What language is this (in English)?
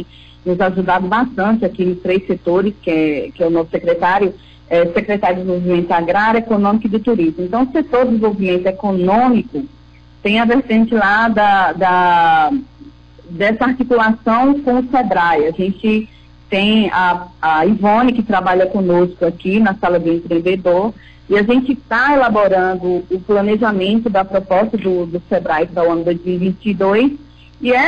Portuguese